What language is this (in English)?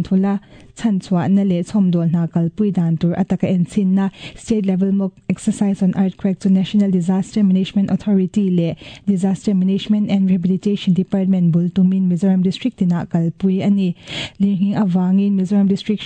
Mizo